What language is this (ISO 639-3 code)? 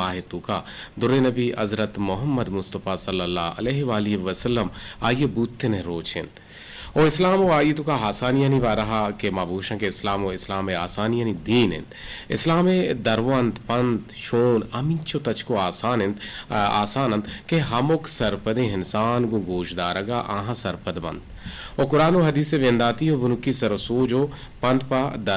bgp